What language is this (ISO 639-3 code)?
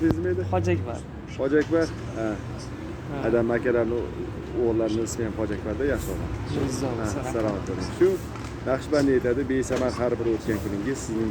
uzb